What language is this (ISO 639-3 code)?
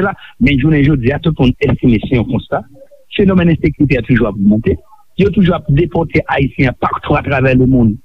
hat